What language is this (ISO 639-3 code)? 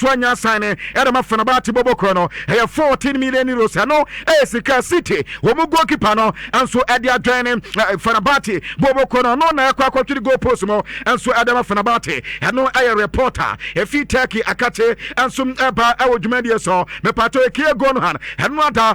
aka